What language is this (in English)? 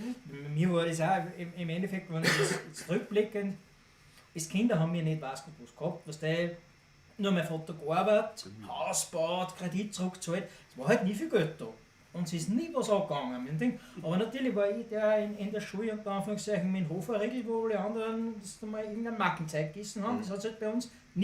Bavarian